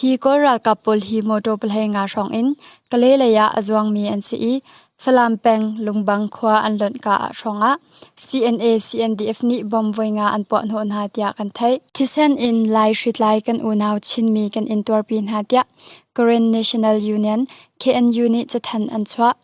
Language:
Hakha Chin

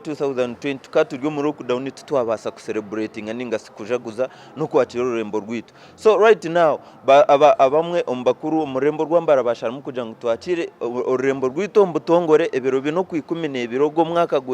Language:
Nyankole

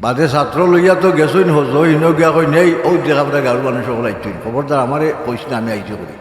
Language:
Sylheti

